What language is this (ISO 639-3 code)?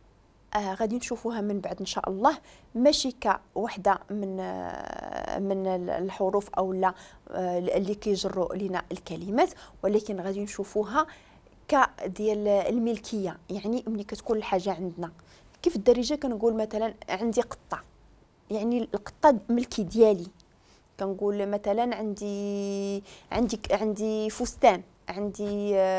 ary